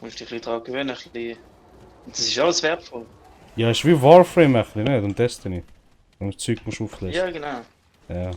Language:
Swiss German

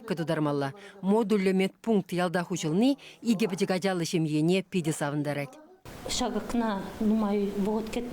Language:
Chuvash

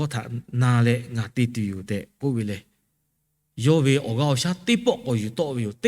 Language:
Lahu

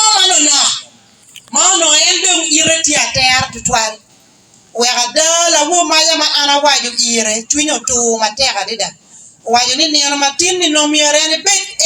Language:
Acoli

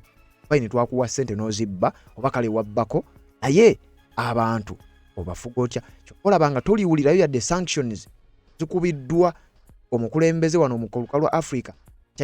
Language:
Ganda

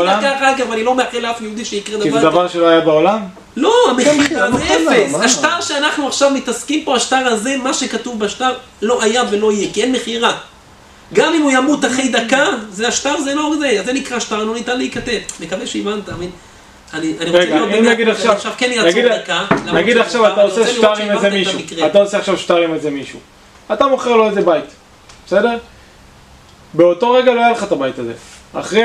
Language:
Hebrew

